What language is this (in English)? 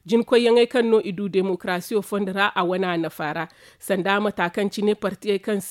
Zarma